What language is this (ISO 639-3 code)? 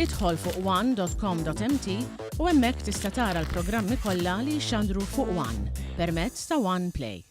mlt